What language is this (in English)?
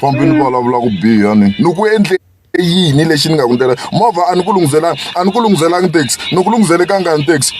Tsonga